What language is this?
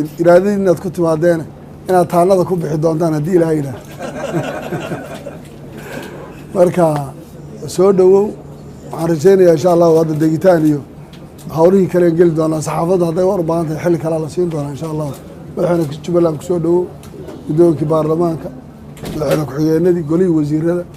Somali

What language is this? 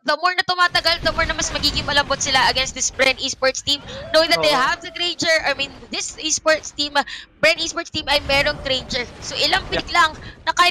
Filipino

